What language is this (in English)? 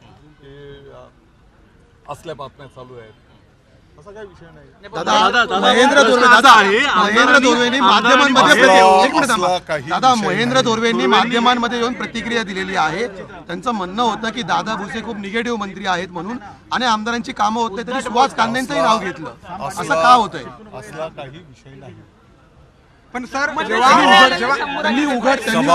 Marathi